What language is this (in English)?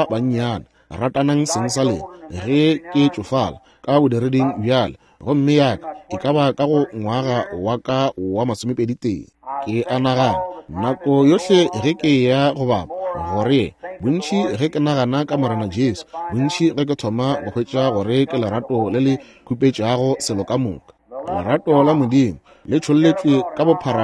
Northern Sotho